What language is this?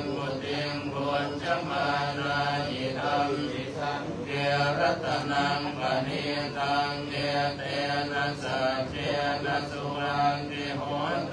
Pali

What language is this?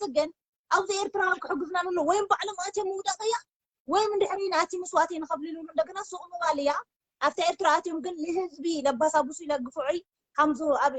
Tigrinya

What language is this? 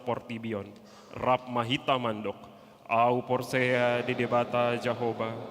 Batak Toba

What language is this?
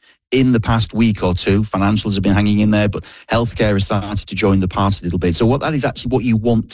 English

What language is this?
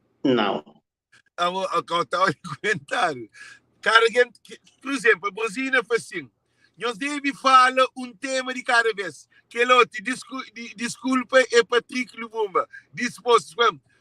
Kabuverdianu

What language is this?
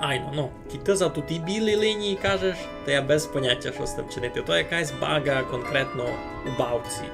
Rusyn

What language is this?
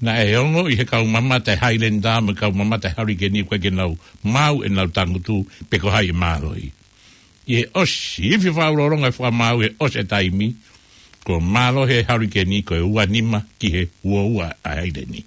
Tongan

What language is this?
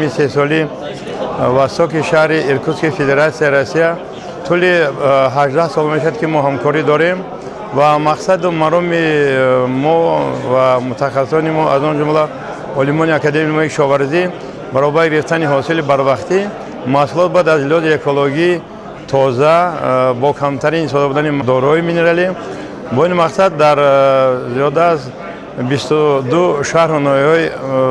Tajik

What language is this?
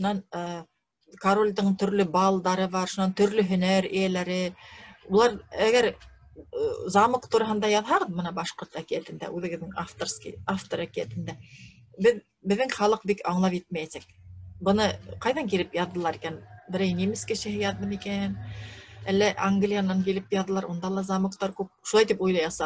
Bashkir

